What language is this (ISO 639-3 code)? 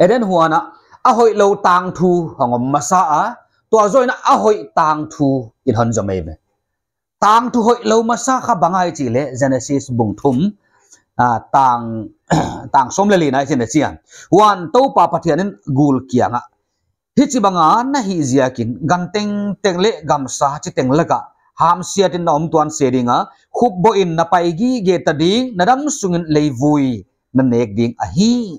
pck